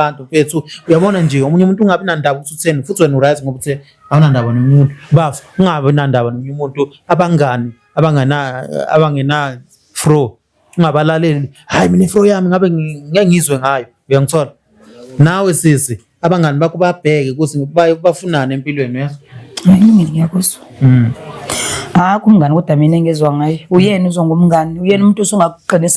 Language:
Zulu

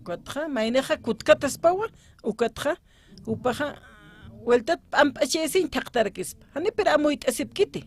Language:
Aymara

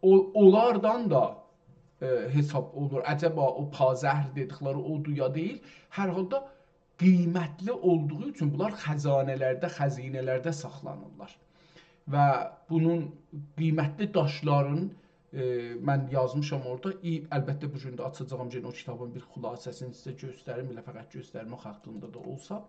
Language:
South Azerbaijani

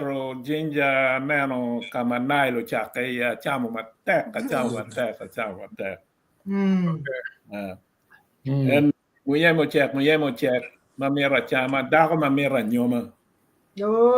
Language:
Acoli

